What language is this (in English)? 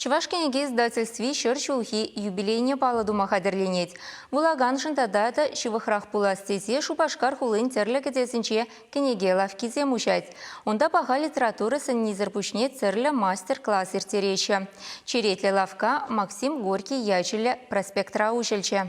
Chuvash